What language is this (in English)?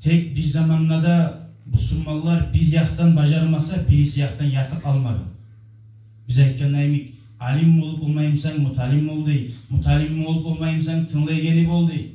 Kumyk